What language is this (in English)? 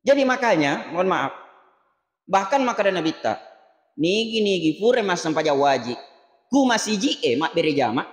Buginese